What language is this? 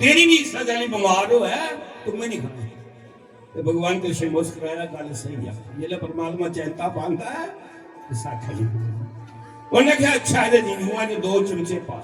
Dogri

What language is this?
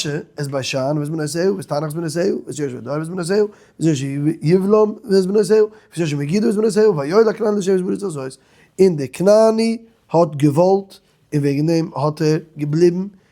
Yiddish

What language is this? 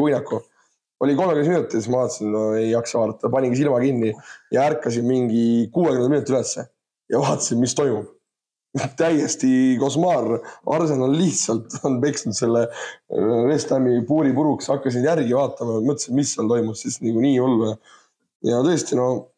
Estonian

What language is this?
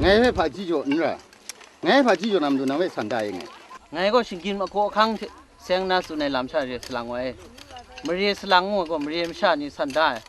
Kachin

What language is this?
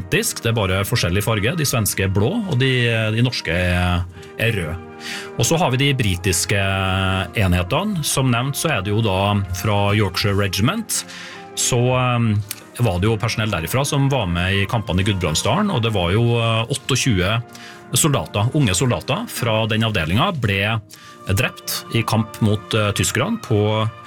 Norwegian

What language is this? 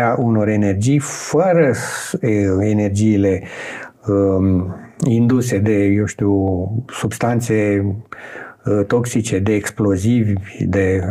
Romanian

